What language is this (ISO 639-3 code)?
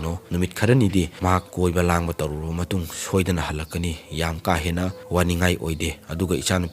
mni